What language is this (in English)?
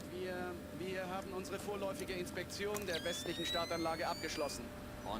Bavarian